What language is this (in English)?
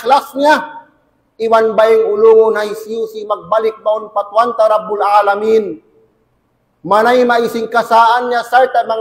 Tausug